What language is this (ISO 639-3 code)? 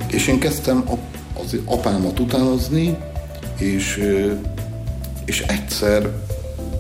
hun